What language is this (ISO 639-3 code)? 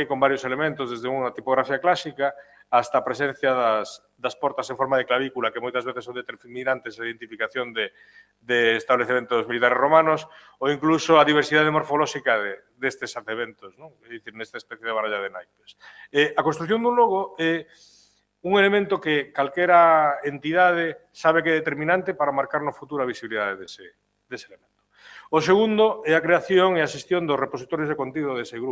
glg